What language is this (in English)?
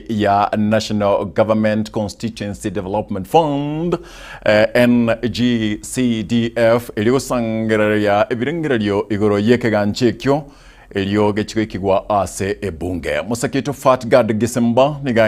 Gusii